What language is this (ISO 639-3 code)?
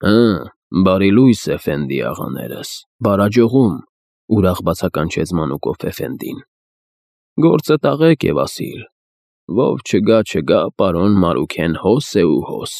hye